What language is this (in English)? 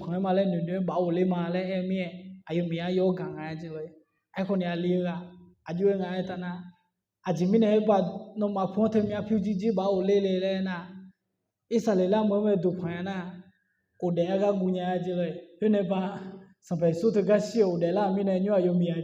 Akha